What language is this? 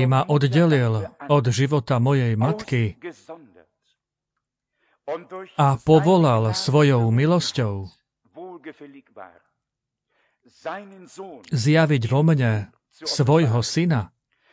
Slovak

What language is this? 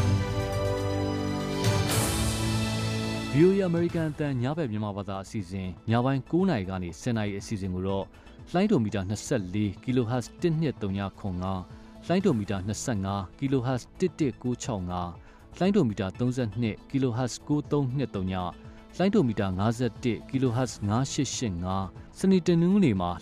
Burmese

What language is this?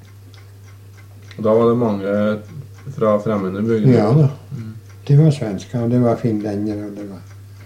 Norwegian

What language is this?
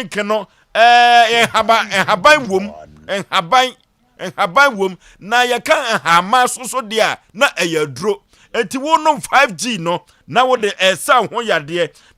Akan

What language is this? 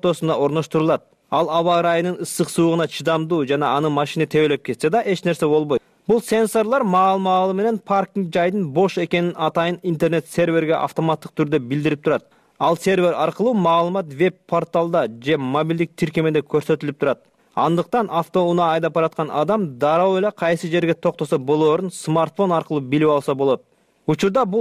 Kyrgyz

